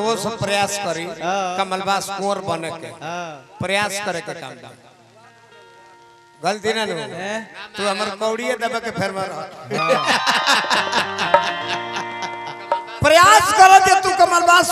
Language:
Bhojpuri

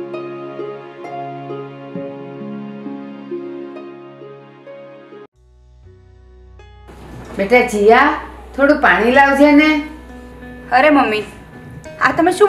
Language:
Gujarati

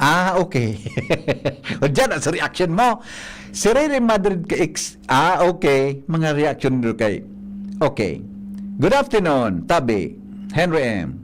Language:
Bikol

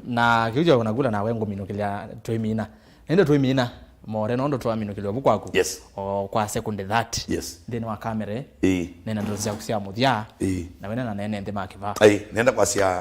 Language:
Kamba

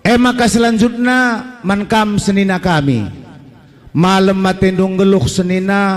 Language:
Batak Karo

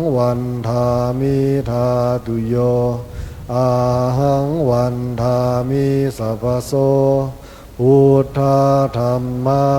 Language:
Pali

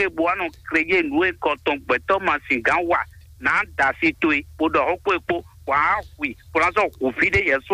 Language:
Fon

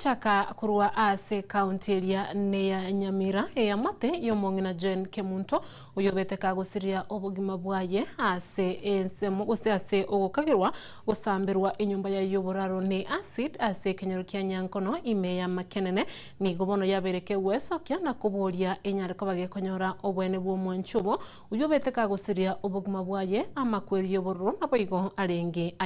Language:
Gusii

